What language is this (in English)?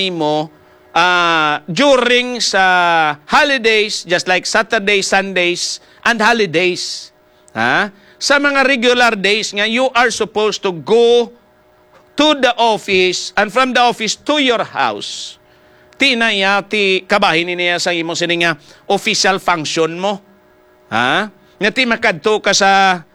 Hiligaynon